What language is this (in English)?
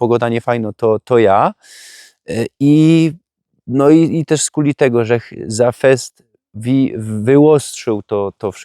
Silesian